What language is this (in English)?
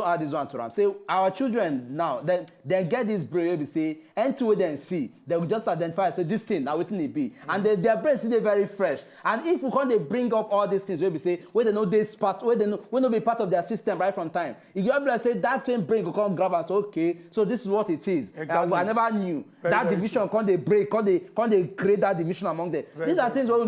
Nigerian Pidgin